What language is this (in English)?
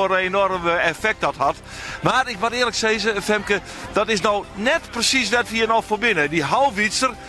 Western Frisian